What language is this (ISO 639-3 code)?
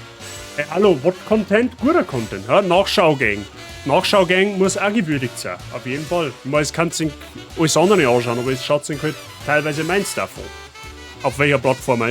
bar